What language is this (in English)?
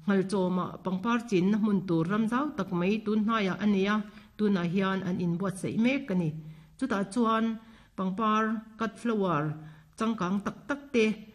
Mizo